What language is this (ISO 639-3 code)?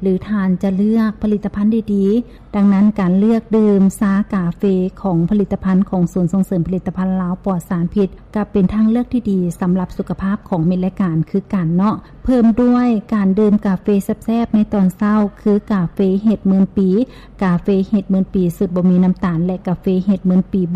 lao